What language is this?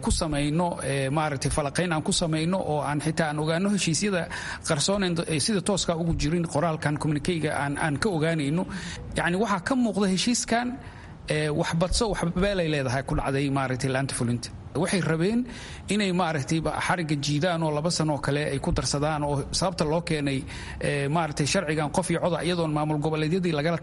Somali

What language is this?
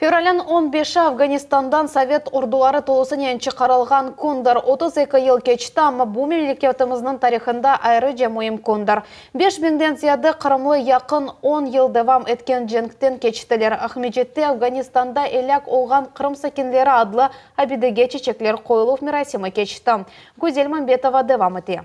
Crimean Tatar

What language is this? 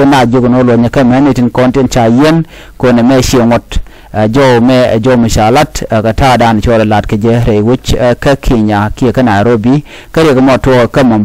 Nuer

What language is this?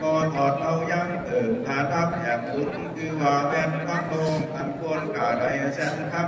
Lü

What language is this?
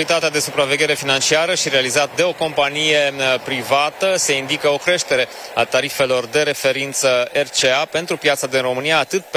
Romanian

